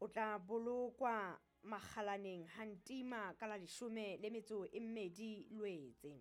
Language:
Southern Sotho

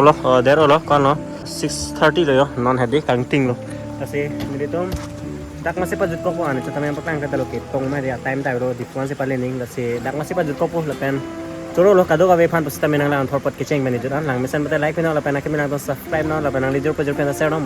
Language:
Karbi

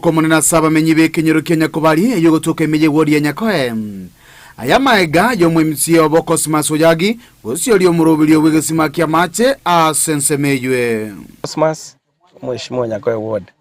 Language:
Gusii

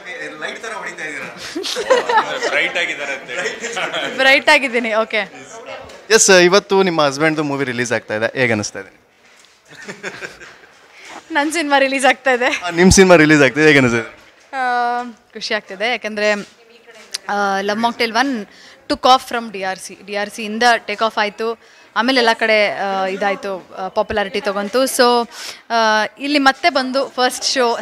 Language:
Kannada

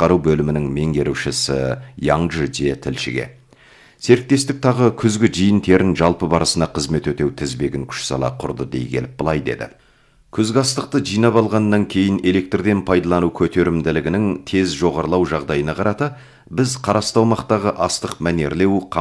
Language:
Kazakh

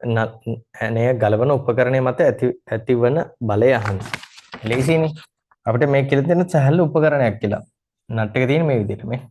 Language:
Sinhala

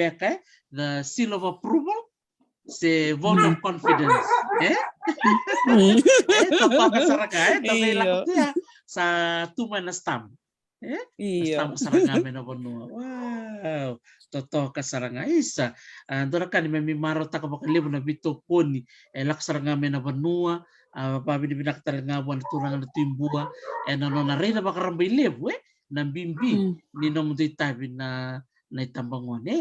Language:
Fijian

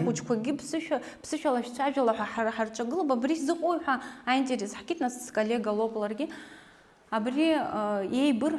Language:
Abkhazian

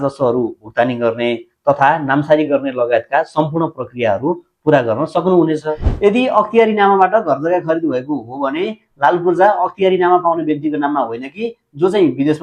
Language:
Nepali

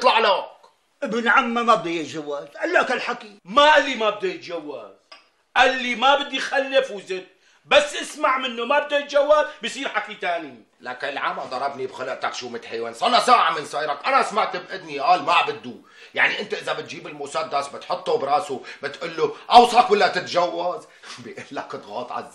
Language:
North Levantine Arabic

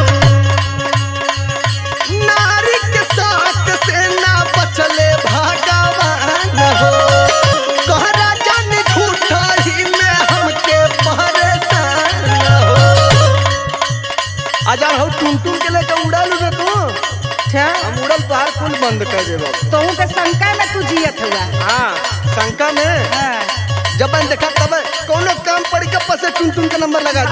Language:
Bhojpuri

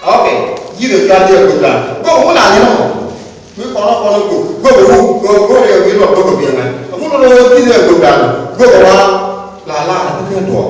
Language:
Nuer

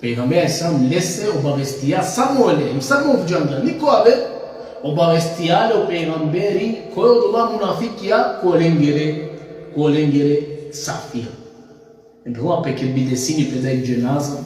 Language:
Balkan Romani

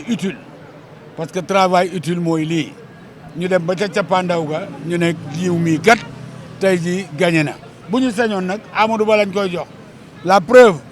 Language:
Wolof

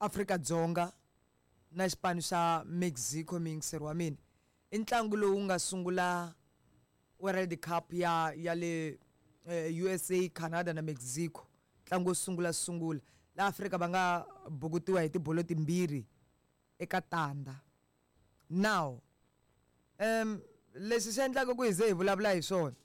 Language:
Tsonga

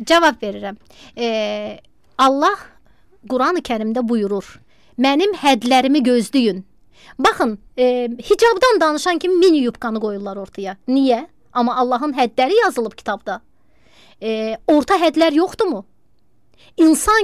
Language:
Azerbaijani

